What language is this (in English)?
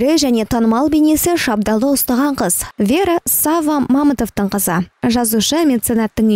Kazakh